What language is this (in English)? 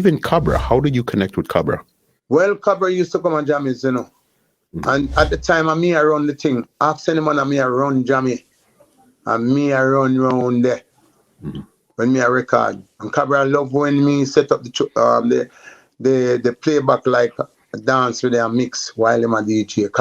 Jamaican Creole English